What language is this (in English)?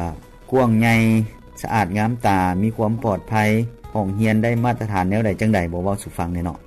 Lao